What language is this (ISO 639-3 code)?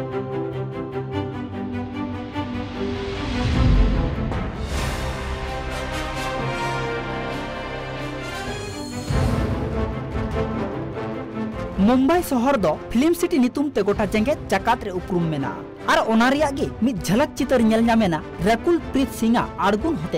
sat